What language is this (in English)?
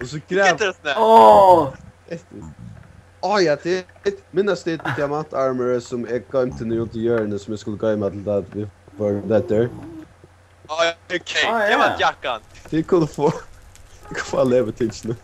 Faroese